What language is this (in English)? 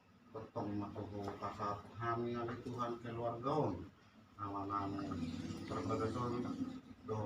Batak Toba